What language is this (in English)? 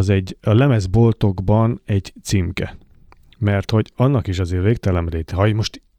Hungarian